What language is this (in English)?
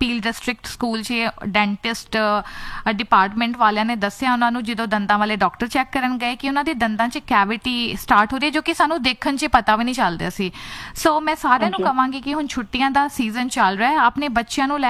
Punjabi